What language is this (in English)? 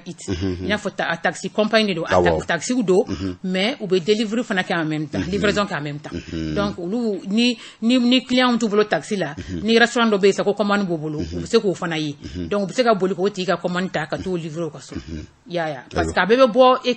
Bambara